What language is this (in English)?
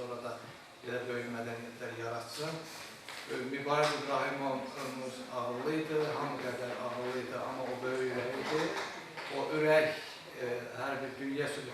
Azerbaijani